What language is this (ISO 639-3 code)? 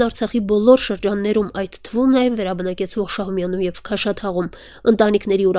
hye